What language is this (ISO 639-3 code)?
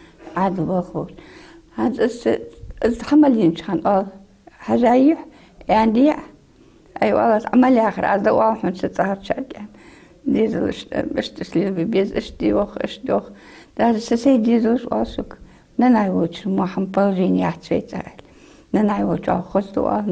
inh